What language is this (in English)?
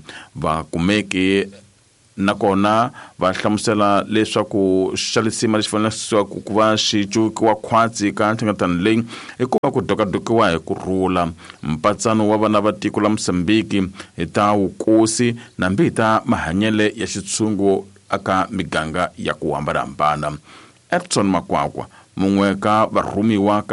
Tsonga